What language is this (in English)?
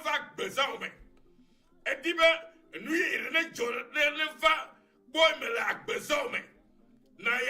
Ewe